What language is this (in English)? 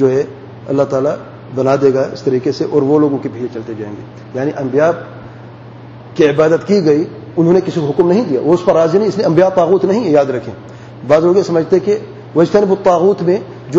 Urdu